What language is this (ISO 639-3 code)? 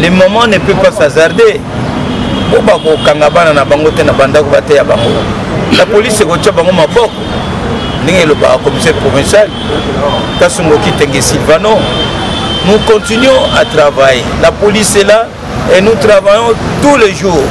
lin